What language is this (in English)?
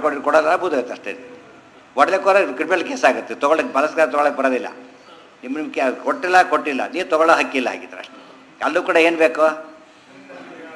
Kannada